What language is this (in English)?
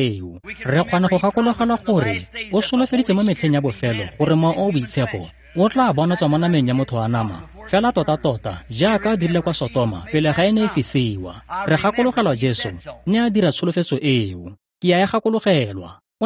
Tswana